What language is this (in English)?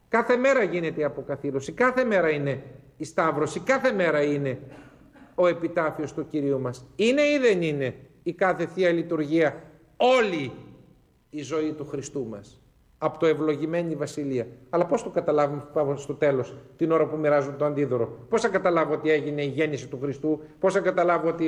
Greek